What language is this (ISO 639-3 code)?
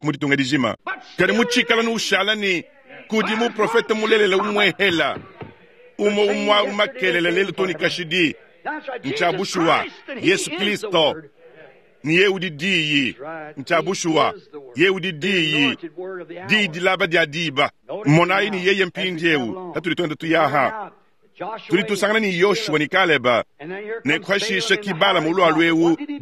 lua